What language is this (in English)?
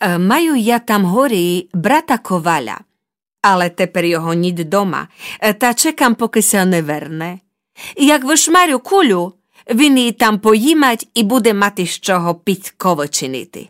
Rusyn